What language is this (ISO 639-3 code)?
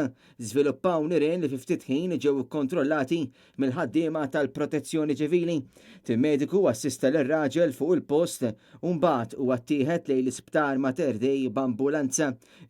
mlt